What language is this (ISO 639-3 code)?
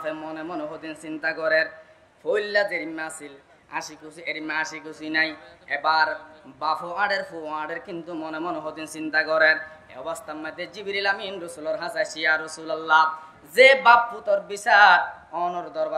rhg